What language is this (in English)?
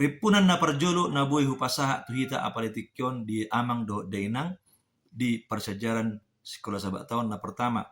Batak Toba